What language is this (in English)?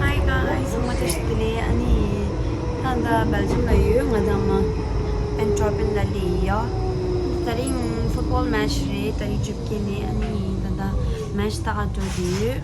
Tibetan